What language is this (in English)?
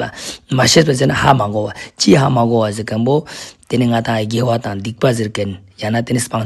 Ladakhi